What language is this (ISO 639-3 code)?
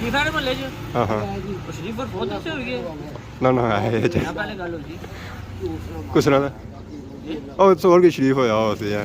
phr